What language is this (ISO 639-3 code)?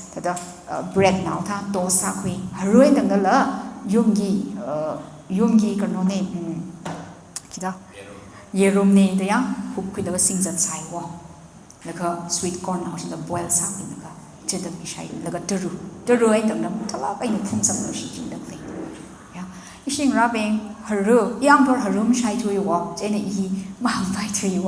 nmf